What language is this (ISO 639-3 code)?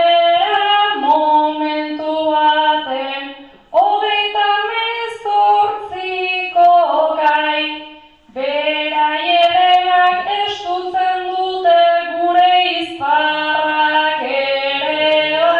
eus